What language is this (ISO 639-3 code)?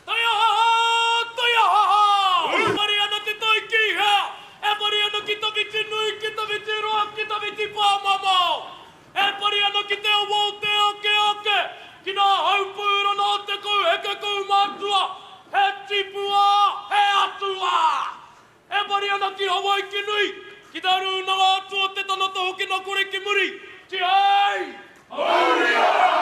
mri